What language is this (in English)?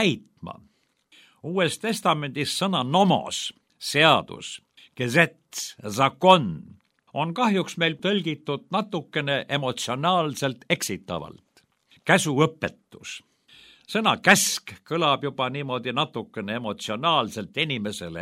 Estonian